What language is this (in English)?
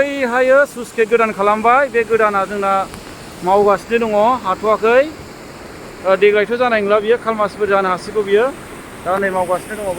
Bodo